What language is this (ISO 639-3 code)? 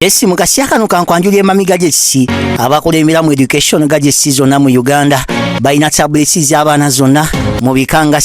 lug